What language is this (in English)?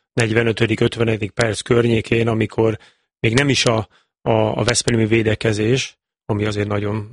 Hungarian